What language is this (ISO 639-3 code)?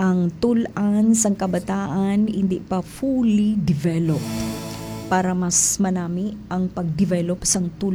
hil